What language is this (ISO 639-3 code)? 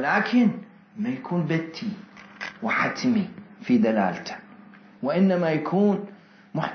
acm